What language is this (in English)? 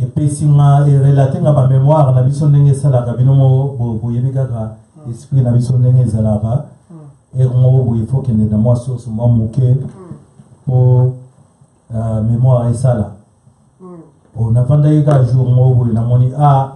Lingala